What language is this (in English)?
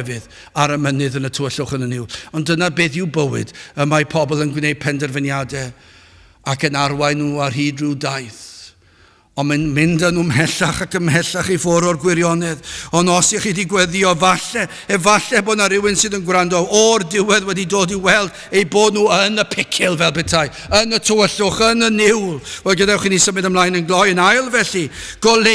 Welsh